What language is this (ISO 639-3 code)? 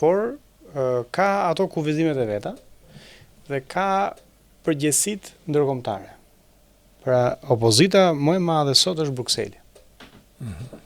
sqi